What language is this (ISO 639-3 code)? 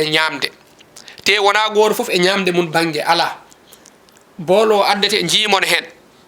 ful